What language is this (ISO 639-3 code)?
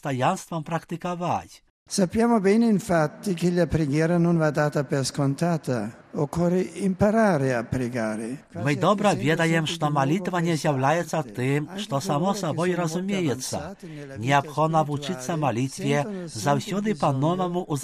bel